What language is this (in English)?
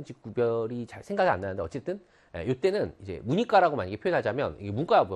Korean